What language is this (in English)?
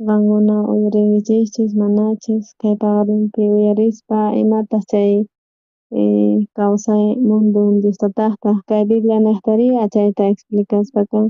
South Bolivian Quechua